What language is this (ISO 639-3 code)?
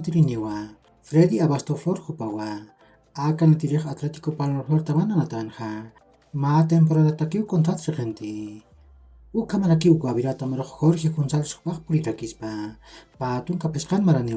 aym